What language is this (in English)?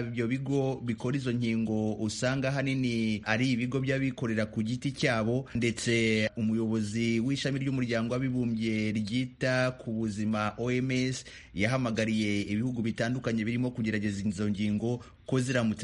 Kinyarwanda